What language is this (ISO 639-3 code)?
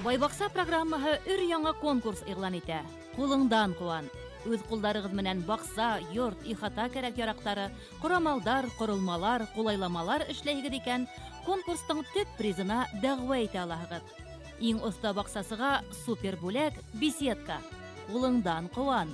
bak